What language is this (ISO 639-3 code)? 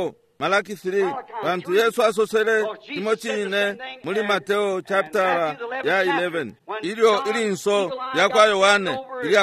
bem